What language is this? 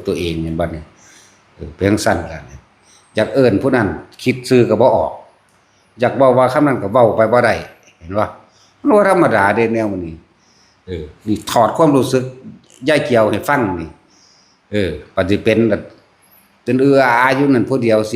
Northeastern Thai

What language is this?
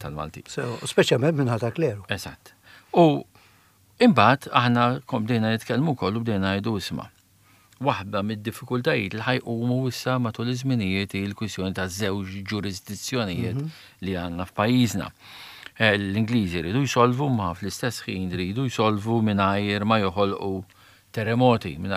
Maltese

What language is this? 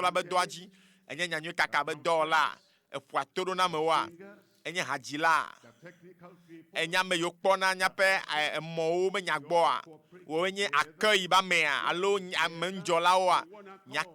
Ewe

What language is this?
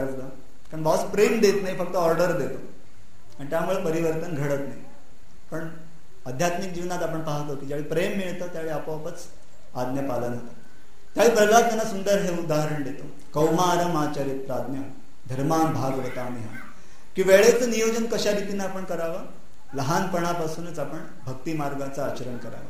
Marathi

